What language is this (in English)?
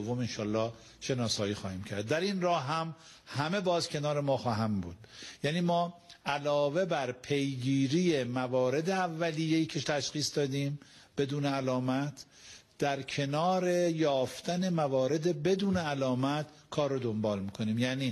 Persian